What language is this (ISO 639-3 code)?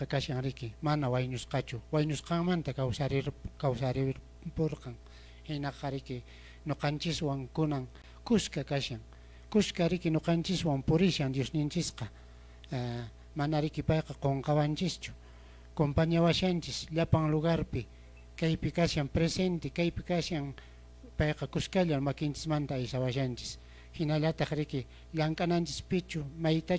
que